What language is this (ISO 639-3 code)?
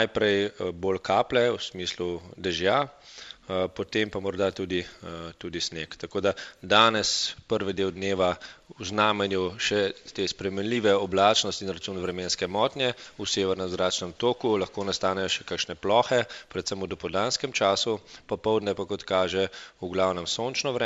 slv